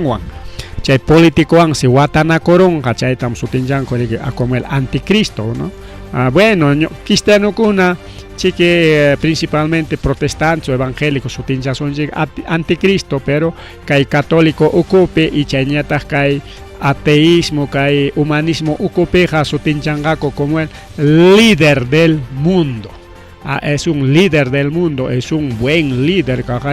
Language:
Ayacucho Quechua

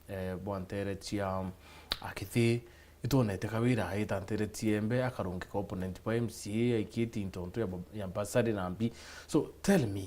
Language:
Meru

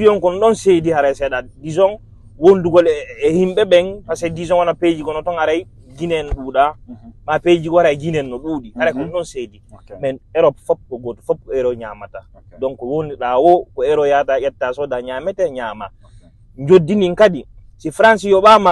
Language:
Fula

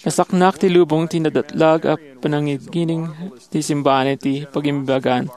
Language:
Iloko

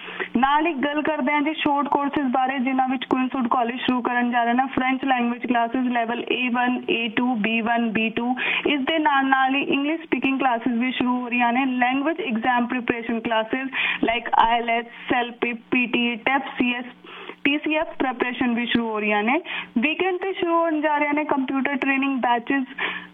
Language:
Punjabi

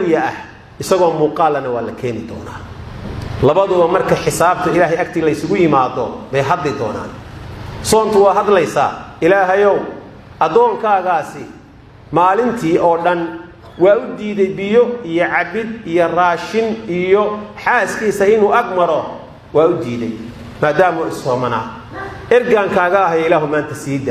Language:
Somali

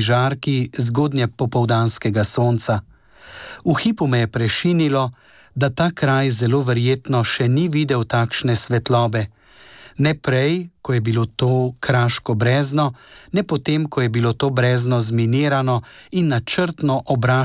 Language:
Slovenian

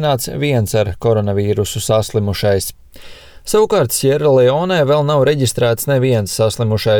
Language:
Latvian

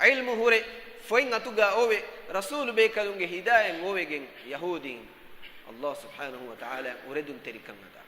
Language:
Divehi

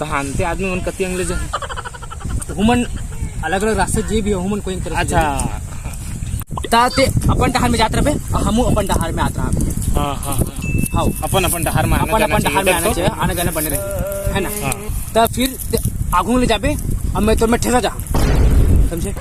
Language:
Chhattisgarhi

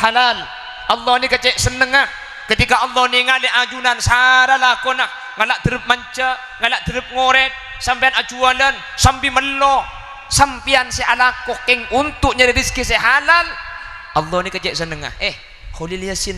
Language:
Madurese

